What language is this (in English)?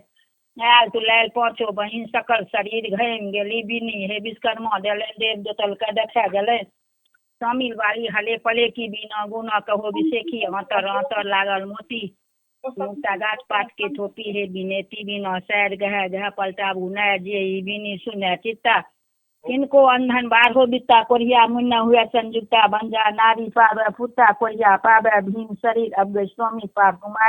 Maithili